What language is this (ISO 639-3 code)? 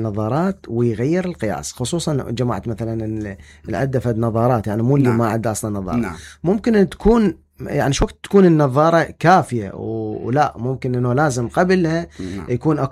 acm